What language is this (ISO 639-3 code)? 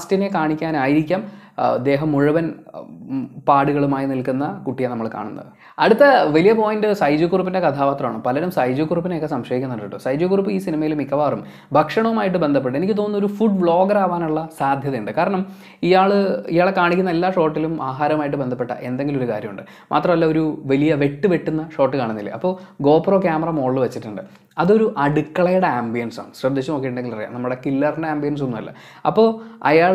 mal